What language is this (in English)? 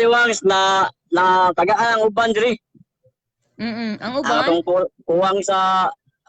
Cebuano